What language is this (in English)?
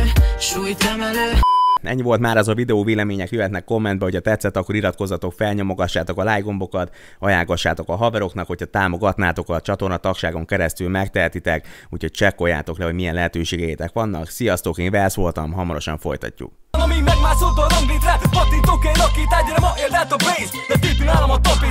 Hungarian